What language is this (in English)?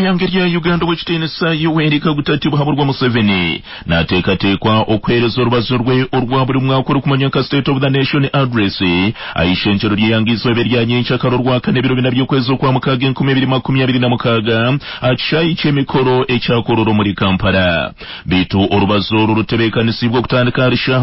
Nyankole